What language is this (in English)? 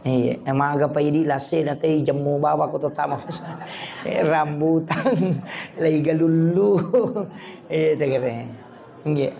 Buginese